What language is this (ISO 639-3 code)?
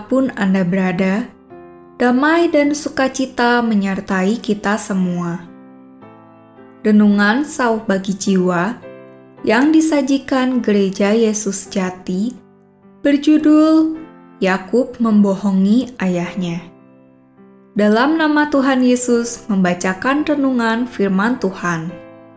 ind